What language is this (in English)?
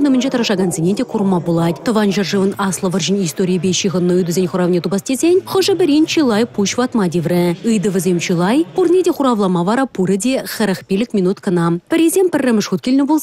Chuvash